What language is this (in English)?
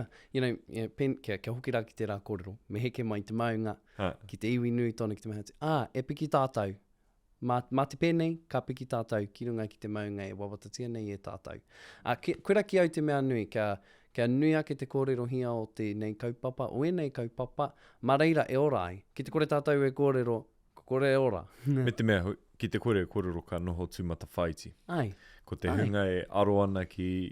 Māori